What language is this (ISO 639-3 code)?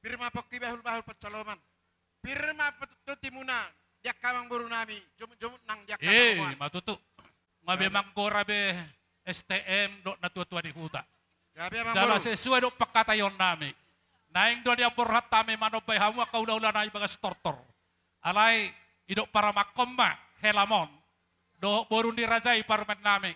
bbc